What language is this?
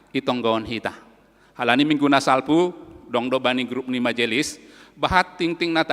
Batak Simalungun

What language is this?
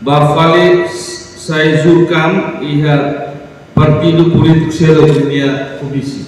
Tetum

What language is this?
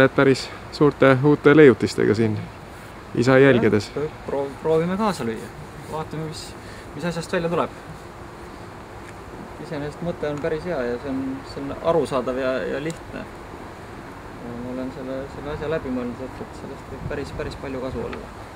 Estonian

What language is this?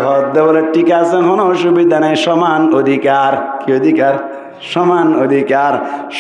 Rohingya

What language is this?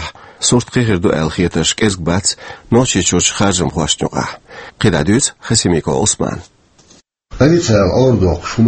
Chechen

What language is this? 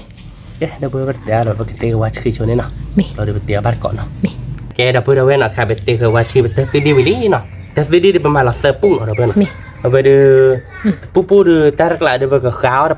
S'gaw Karen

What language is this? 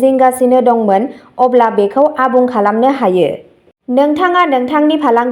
Bodo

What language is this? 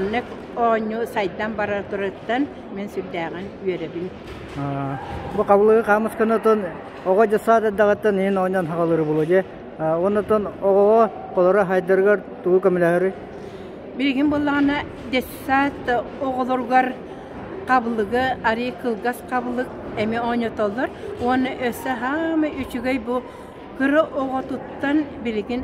Yakut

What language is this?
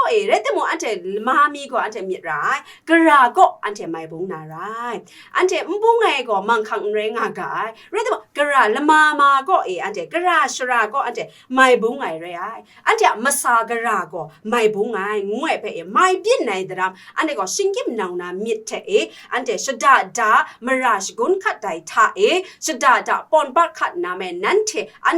Kachin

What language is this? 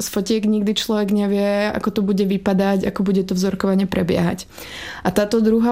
Slovak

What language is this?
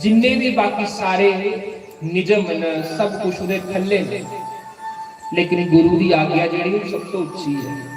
Dogri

